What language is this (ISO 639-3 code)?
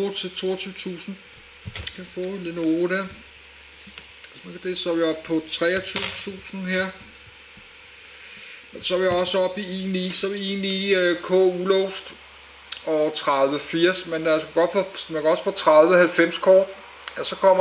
dan